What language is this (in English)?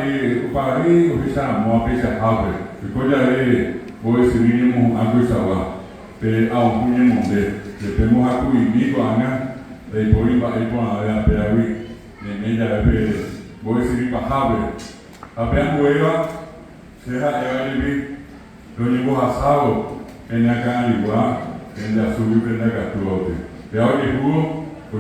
Guarani